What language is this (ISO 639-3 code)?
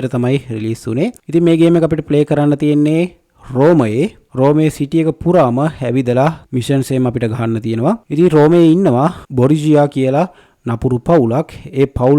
sin